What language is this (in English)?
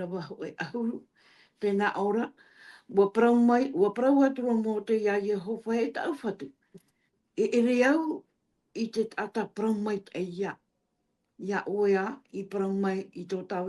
Tahitian